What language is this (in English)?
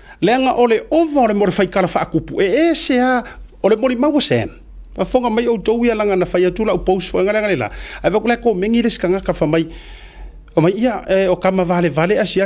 Samoan